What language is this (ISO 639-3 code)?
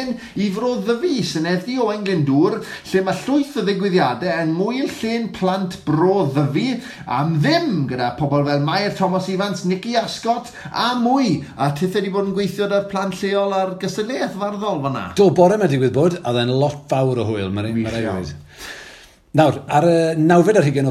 cym